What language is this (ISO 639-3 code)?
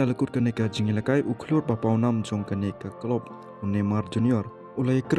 kha